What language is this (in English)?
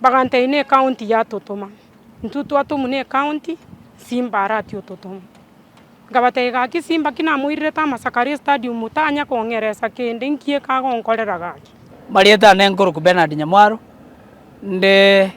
Gusii